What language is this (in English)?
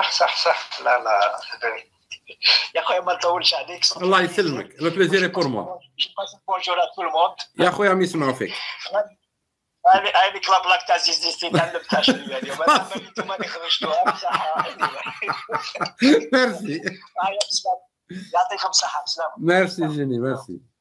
Algerian Arabic